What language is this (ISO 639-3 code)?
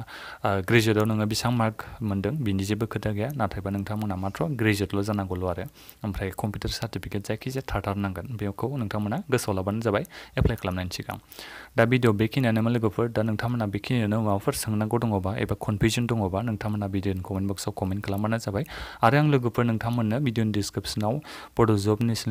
brx